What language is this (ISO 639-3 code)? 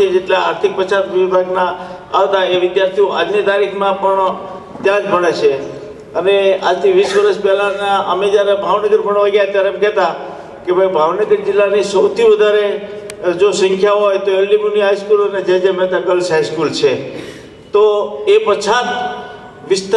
guj